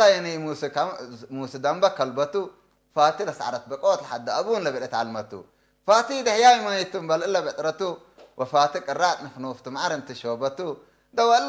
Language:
Tigre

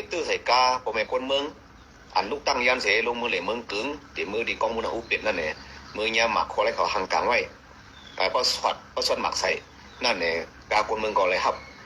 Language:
Shan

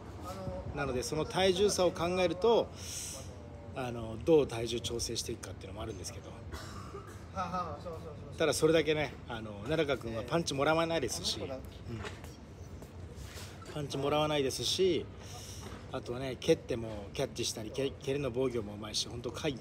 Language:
Japanese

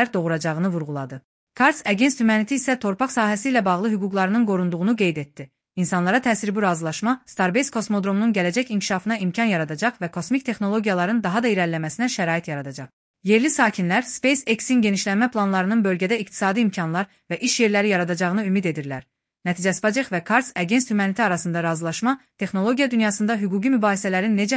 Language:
Azerbaijani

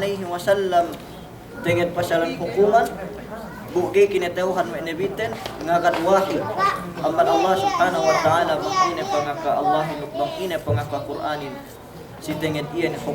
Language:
Yakan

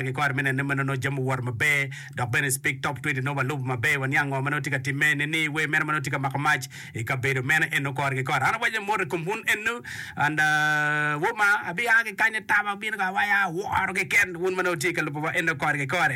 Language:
Acoli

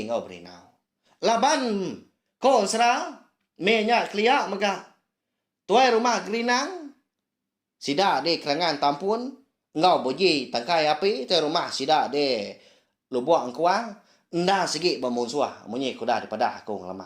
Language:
Iban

